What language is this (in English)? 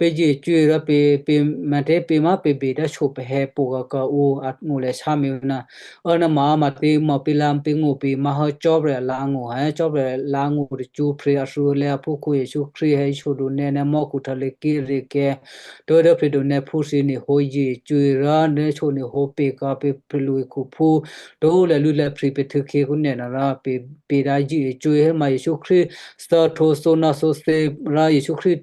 Western Kayah